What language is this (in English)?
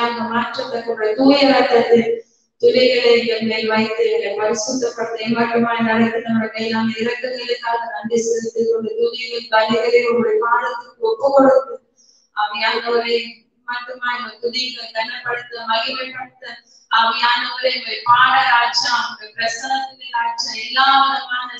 Tamil